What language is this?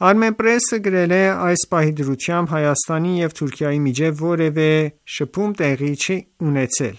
Armenian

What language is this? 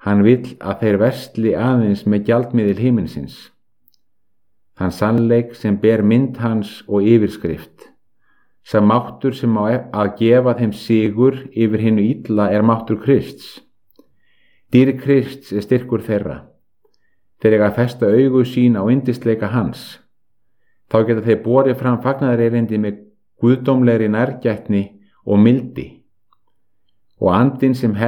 Icelandic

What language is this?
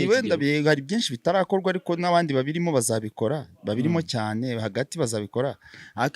Kinyarwanda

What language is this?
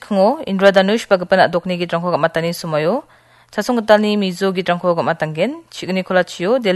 Garo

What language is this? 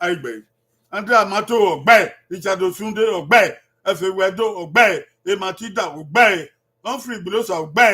Bini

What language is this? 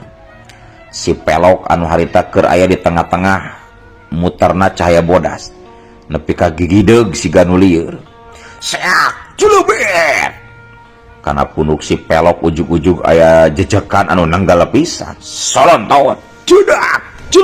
Sundanese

